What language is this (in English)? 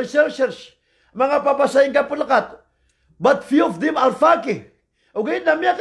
Maranao